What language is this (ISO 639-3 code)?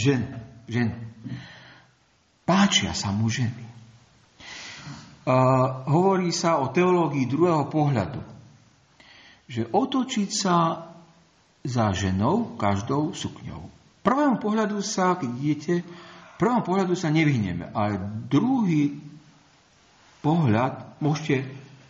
slk